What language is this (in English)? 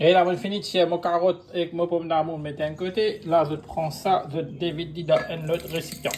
Morisyen